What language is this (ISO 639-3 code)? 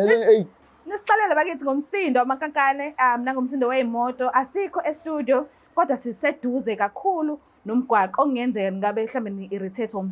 zul